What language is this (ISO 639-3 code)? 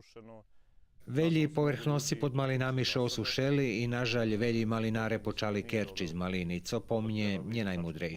rue